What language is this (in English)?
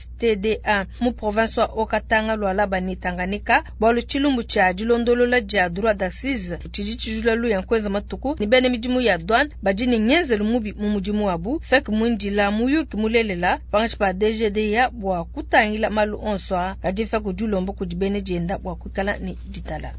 Luba-Lulua